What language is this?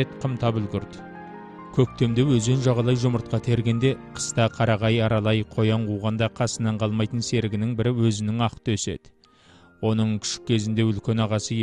Kazakh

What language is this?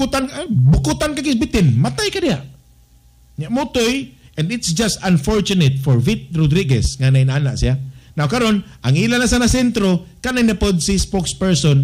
Cebuano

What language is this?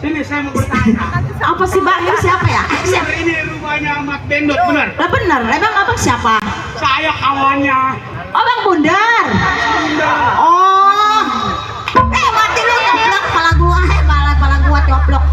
Betawi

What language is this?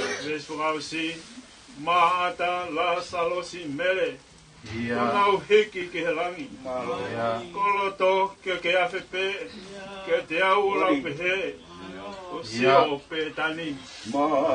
Tongan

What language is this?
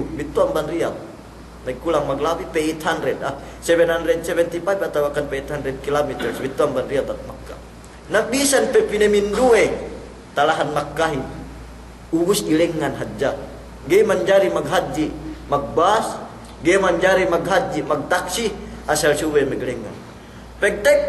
Yakan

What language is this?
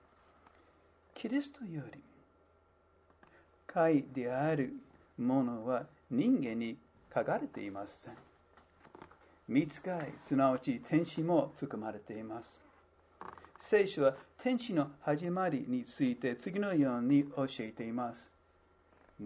Japanese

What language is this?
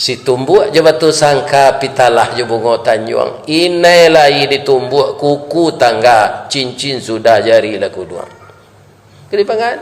Minangkabau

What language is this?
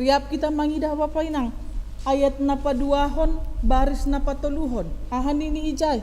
Batak Simalungun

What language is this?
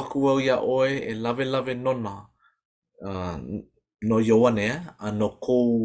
Hawaiian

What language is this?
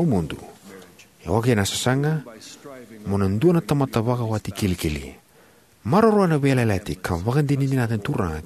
Fijian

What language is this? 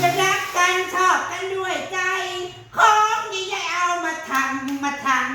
Northeastern Thai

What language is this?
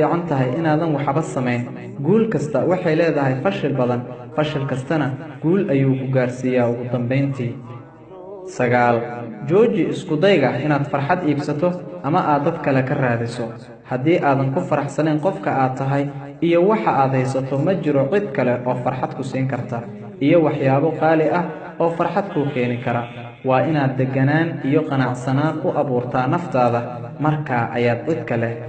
Somali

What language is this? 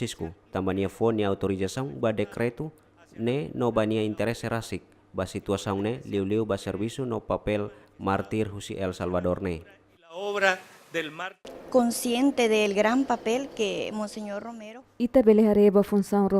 Tetum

